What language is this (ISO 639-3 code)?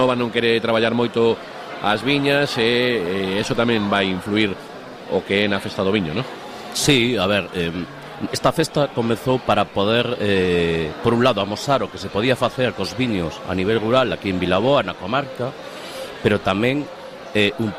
glg